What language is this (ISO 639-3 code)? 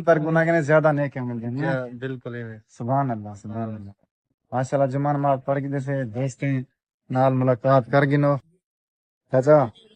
skr